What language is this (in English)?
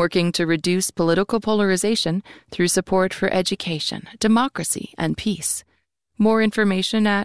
English